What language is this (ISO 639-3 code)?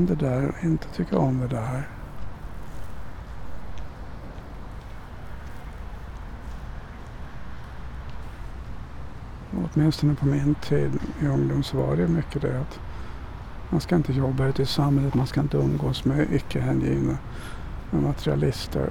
swe